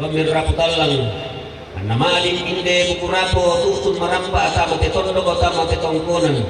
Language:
Toraja-Sa'dan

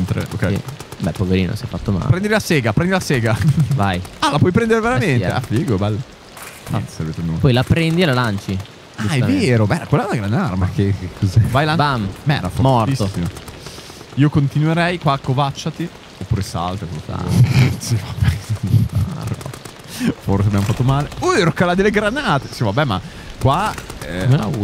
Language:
Italian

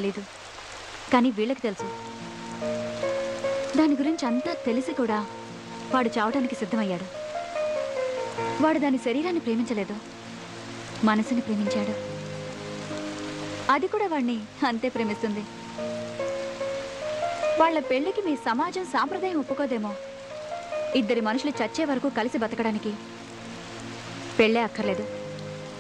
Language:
Telugu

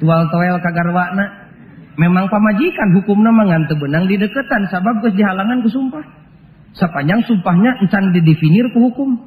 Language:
Sundanese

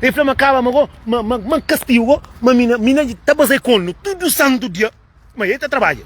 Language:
Kabuverdianu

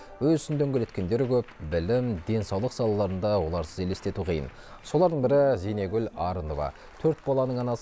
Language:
Kazakh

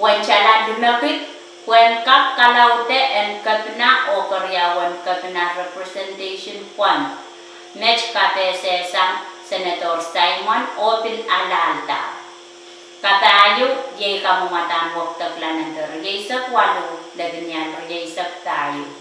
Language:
Pohnpeian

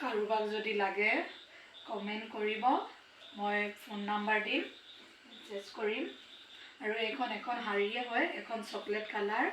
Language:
Assamese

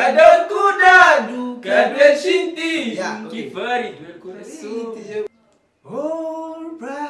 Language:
Kabuverdianu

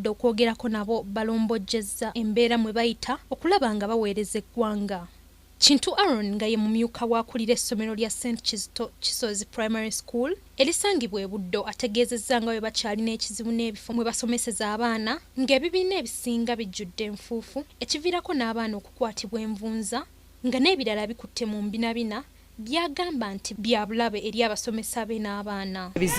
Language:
Ganda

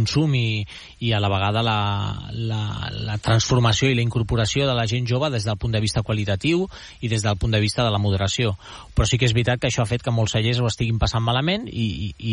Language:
Catalan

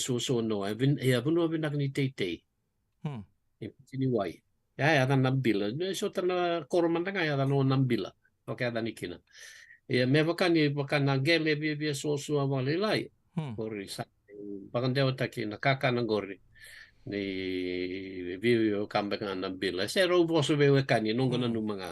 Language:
Fijian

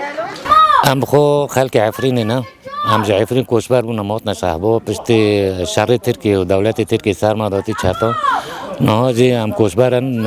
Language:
Kurdish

